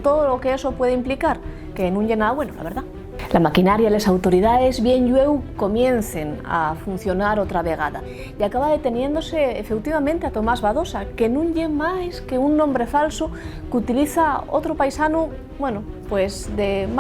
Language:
Asturian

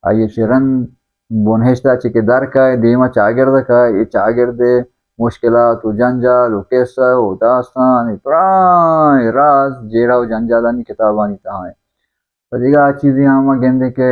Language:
Baluchi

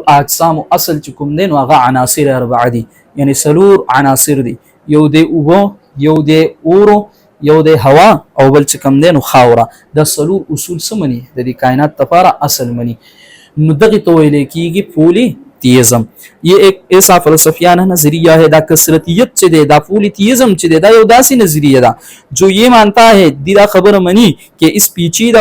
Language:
Pashto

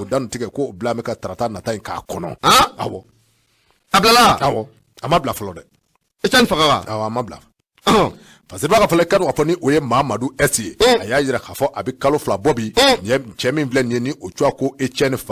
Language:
Bambara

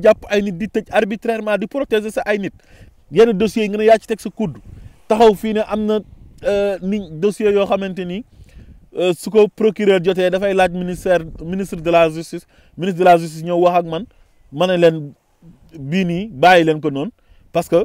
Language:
Wolof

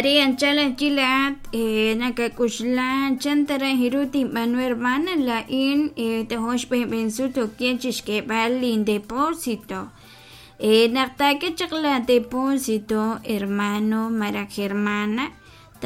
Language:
Kekchí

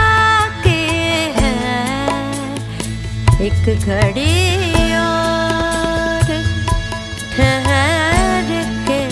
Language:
Hindi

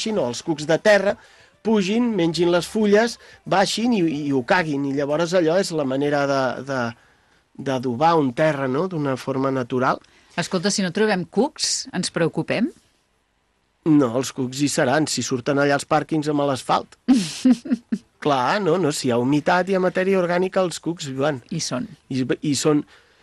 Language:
Catalan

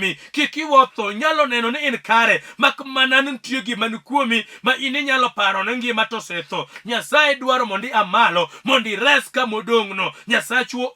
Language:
Luo (Kenya and Tanzania)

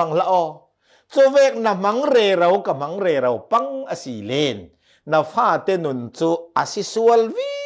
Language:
Falam Chin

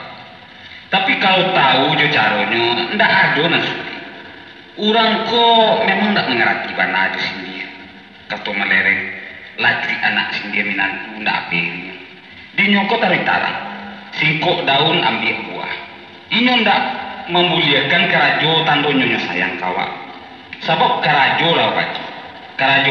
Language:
Minangkabau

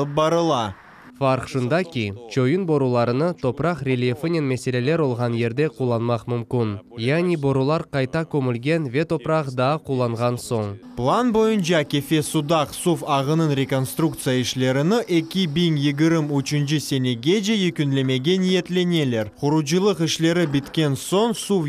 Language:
Crimean Tatar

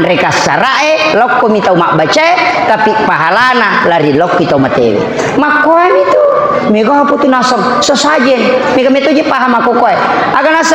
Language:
Buginese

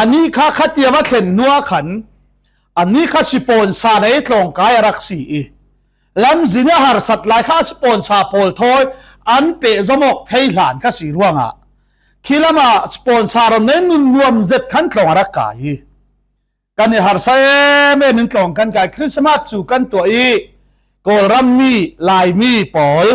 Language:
Falam Chin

